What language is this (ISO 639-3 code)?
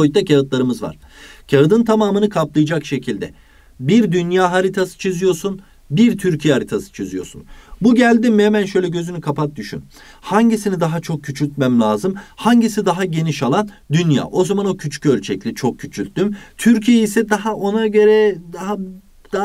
tur